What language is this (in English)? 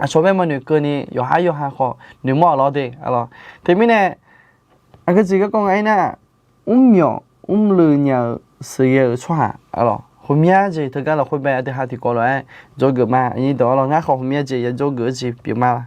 Akha